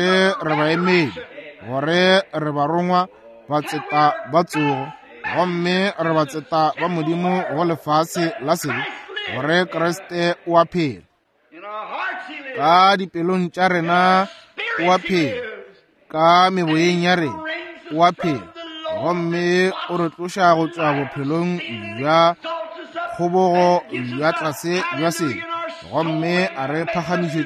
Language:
Northern Sotho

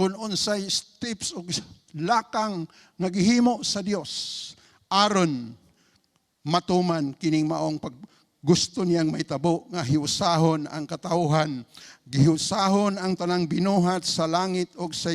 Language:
Cebuano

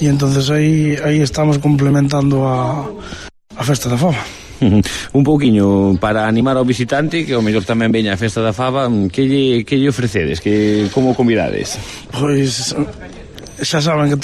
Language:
Galician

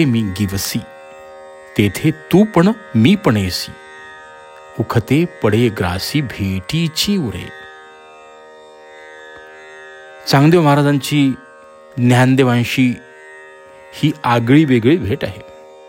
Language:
Marathi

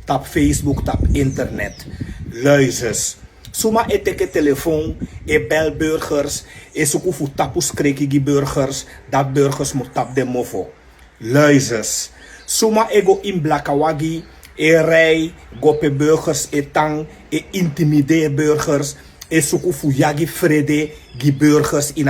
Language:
Sranan Tongo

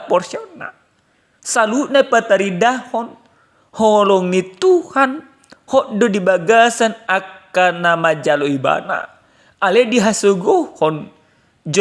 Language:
Batak Toba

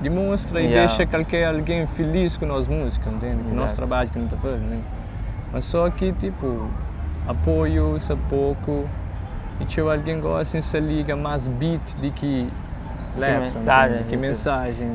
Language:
Kabuverdianu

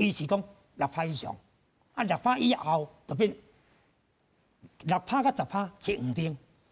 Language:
Min Nan Chinese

